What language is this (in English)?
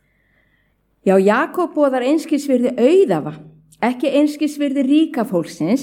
Icelandic